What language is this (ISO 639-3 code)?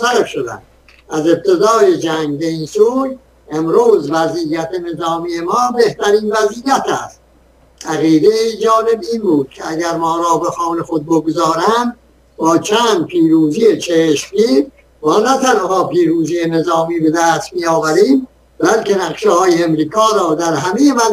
fas